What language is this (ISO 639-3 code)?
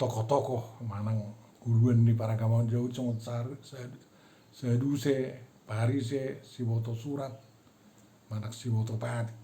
bbc